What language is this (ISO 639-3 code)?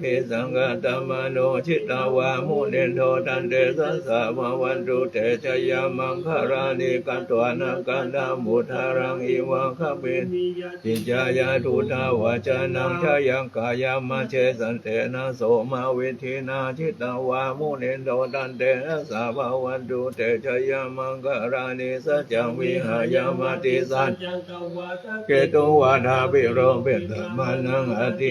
pli